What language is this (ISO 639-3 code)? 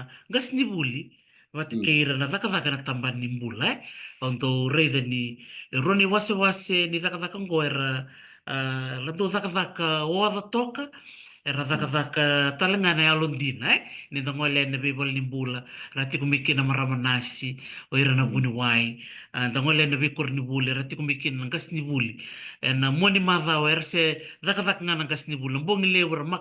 fij